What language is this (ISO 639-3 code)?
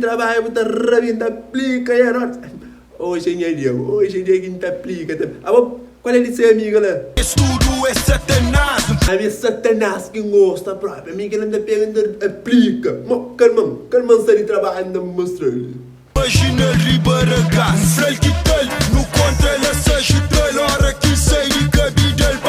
kea